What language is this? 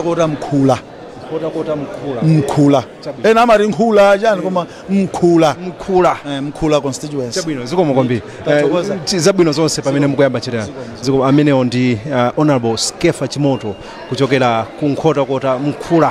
Nyanja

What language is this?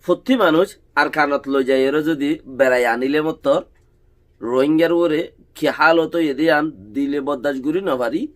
Rohingya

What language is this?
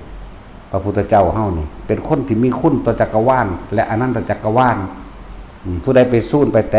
Northeastern Thai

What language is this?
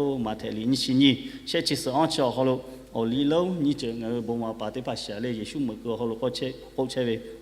Lahu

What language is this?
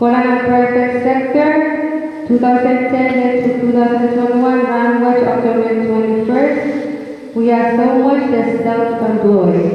Pohnpeian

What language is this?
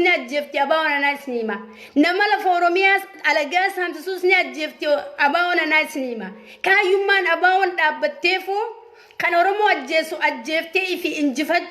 Oromo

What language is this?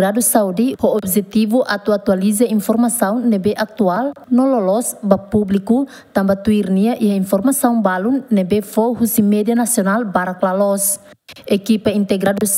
Tetum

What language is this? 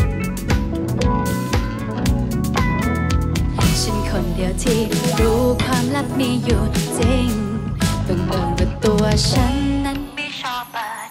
Thai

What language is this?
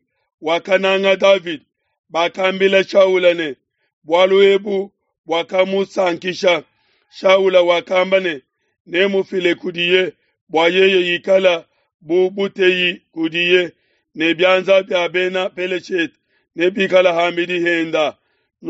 Luba-Lulua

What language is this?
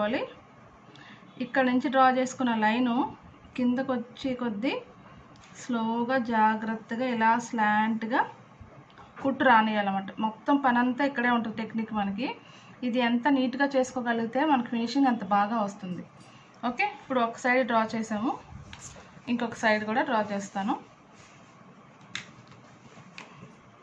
Telugu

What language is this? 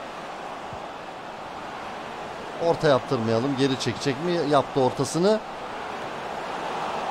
Turkish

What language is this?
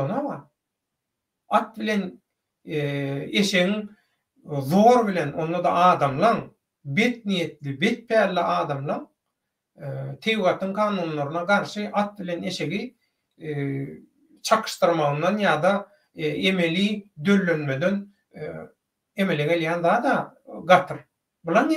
Turkmen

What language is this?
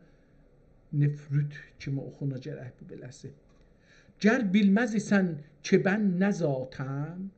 South Azerbaijani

